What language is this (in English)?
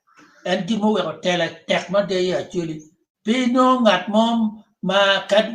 Acoli